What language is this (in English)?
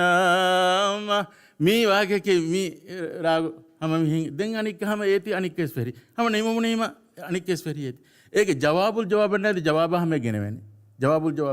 Divehi